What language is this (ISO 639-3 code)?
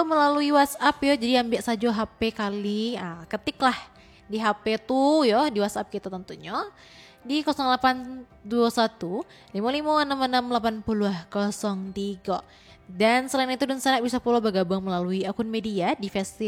min